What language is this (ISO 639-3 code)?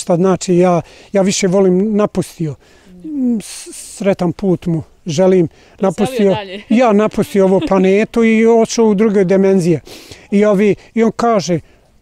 bos